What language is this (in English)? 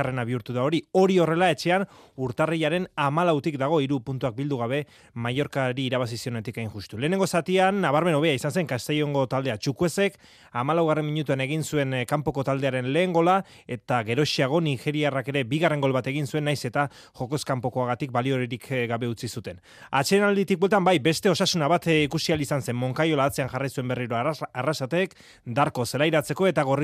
Basque